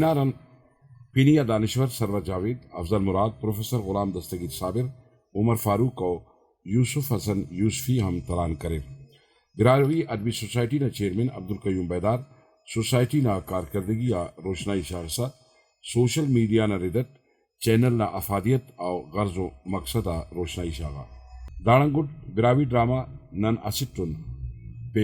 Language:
Brahui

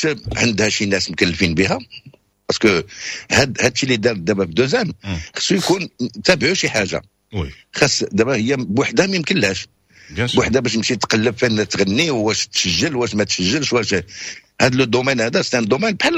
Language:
Moroccan Arabic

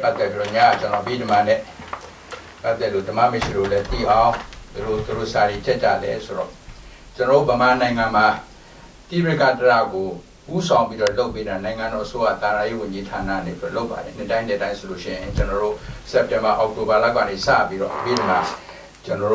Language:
Burmese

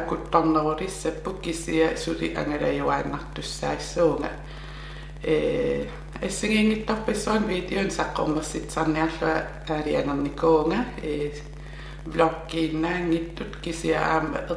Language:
Kalaallisut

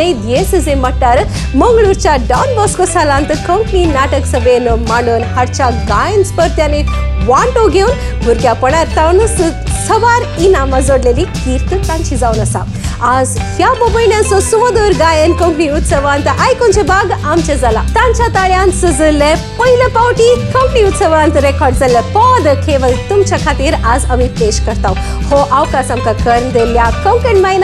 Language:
Konkani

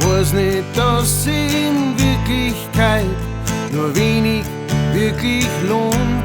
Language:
Bavarian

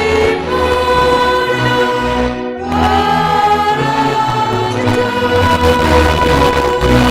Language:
Batak Simalungun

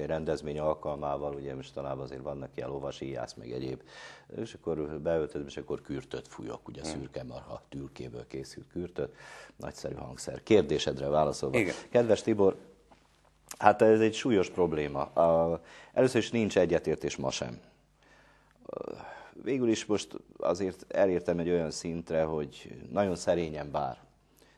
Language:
Hungarian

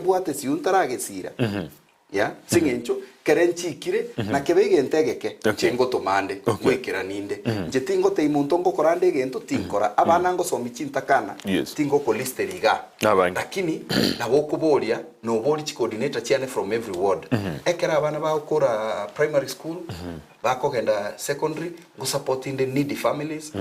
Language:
Gusii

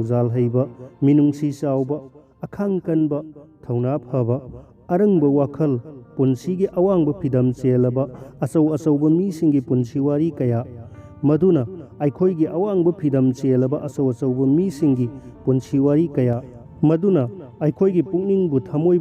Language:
Manipuri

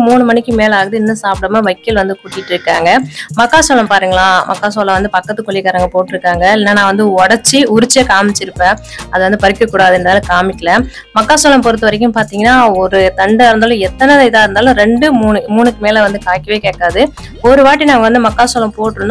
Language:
Tamil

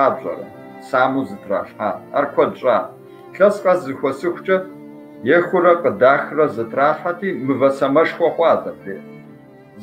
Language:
Kabardian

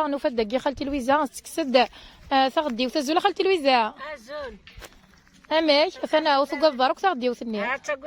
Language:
Kabyle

